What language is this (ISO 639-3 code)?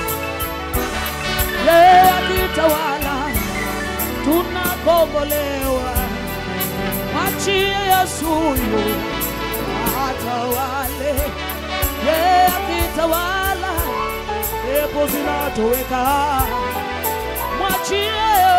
swa